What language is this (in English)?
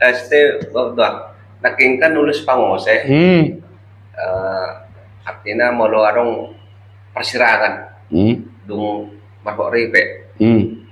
Batak Toba